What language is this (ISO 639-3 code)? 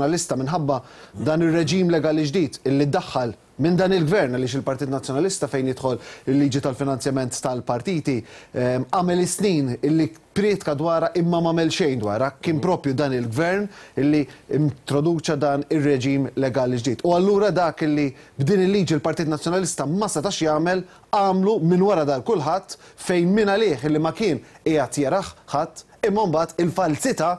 mlt